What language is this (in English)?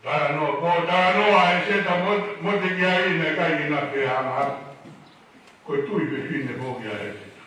Tongan